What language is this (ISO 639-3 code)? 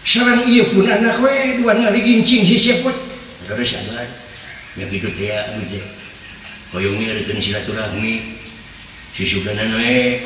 sun